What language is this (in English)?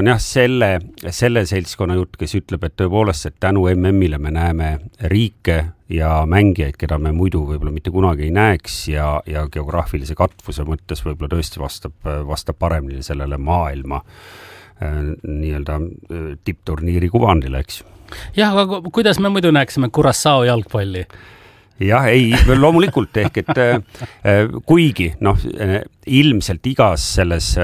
Estonian